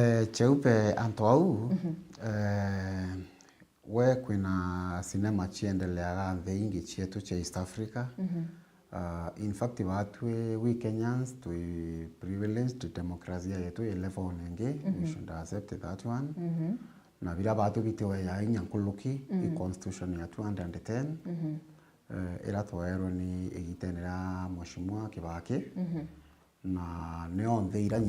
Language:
Meru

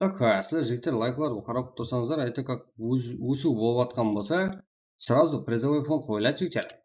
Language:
Kara-Kalpak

